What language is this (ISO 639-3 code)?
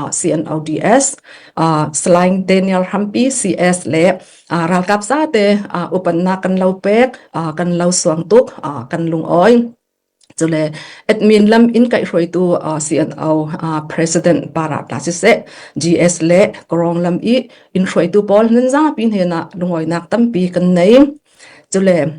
cfm